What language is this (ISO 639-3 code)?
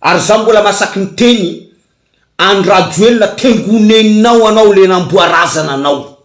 mlg